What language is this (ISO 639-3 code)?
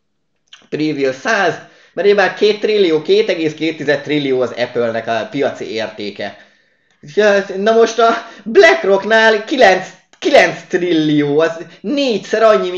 hun